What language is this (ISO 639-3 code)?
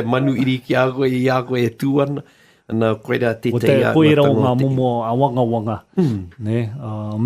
mri